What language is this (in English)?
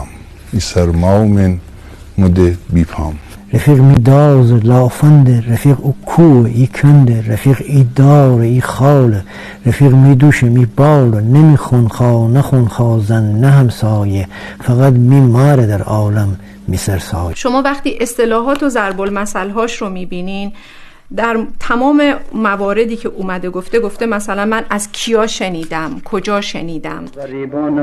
Gilaki